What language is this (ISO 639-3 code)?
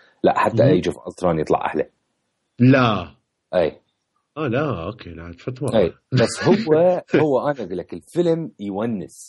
acm